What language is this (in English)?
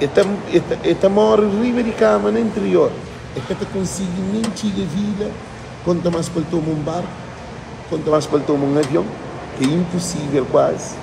Kabuverdianu